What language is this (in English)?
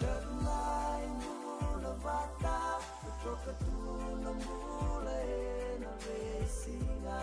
Fijian